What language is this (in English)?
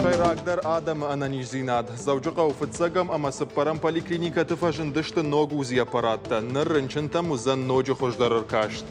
Ossetic